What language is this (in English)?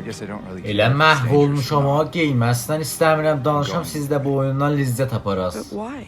South Azerbaijani